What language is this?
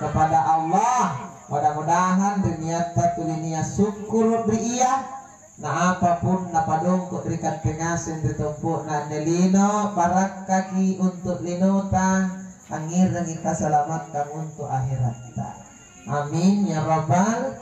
Makasar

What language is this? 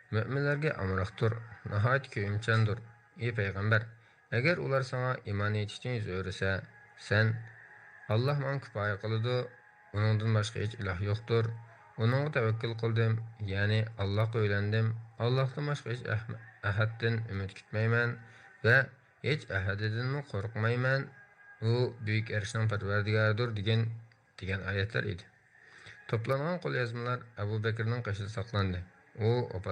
Uyghur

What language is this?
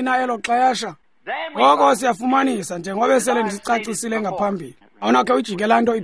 Xhosa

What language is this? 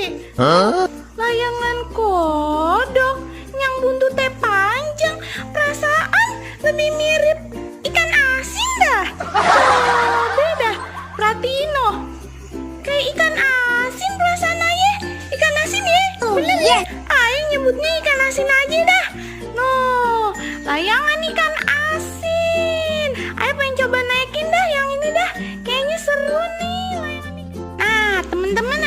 Betawi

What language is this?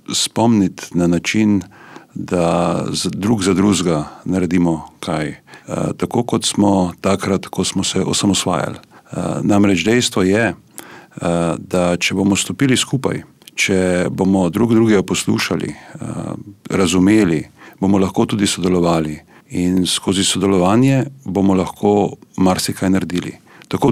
Slovenian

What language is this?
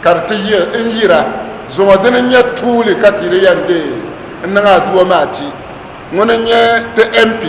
Dagbani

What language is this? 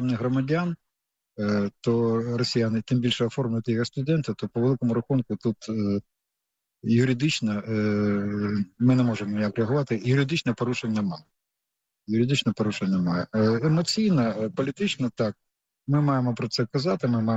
Ukrainian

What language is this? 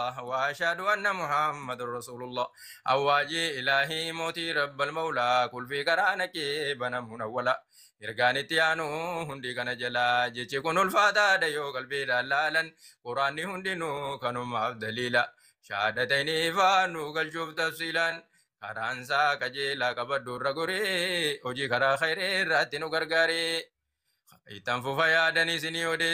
Oromo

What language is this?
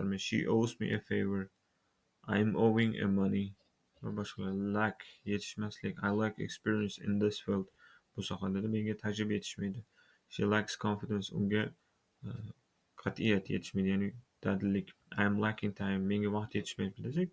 Uzbek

